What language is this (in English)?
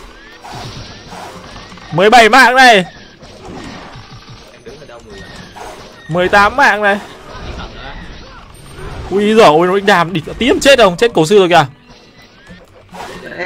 Vietnamese